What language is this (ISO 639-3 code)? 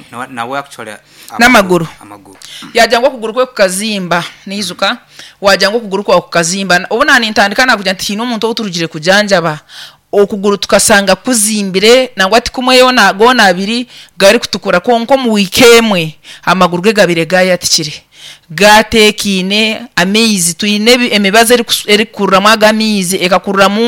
nyn